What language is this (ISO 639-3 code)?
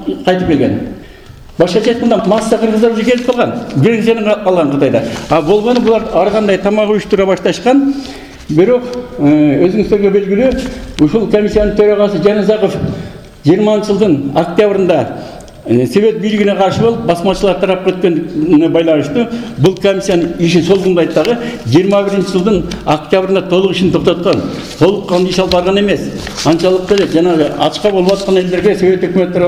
kir